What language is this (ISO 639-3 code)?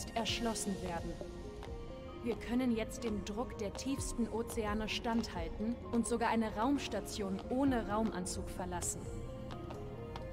deu